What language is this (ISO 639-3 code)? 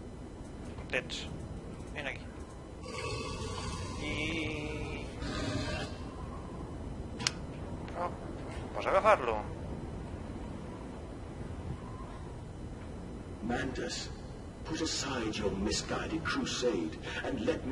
cat